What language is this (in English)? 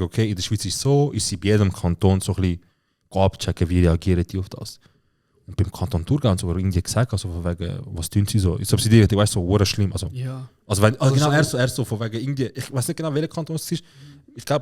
Swiss German